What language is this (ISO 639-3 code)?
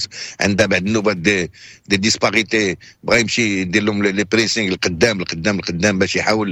ary